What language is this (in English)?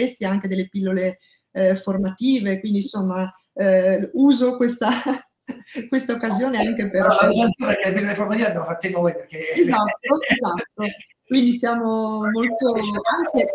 Italian